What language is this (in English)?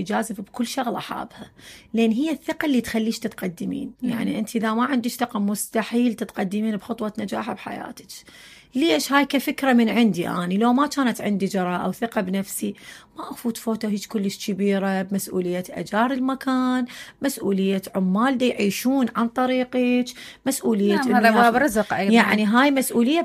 Mesopotamian Arabic